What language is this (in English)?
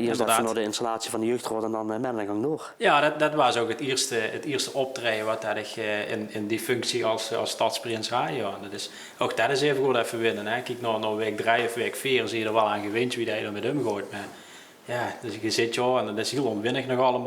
Limburgish